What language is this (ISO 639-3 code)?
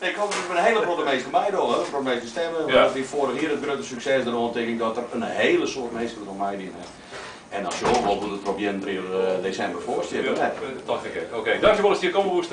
fry